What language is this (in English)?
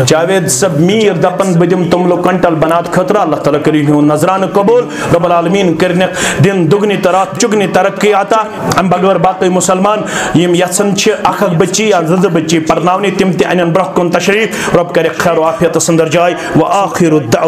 Kashmiri